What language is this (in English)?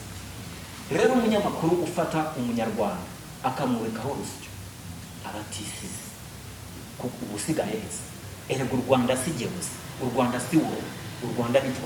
Kinyarwanda